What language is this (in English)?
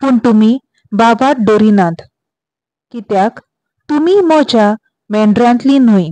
Konkani